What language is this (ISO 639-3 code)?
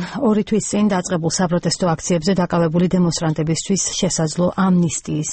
kat